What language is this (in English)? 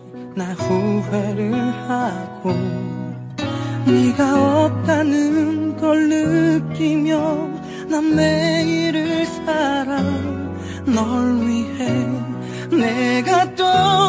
Korean